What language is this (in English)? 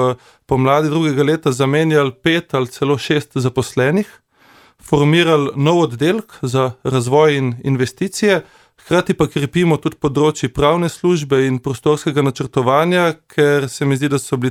Slovenian